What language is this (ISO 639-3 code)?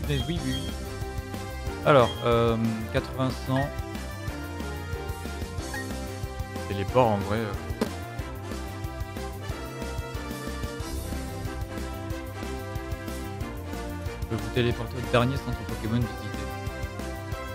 fra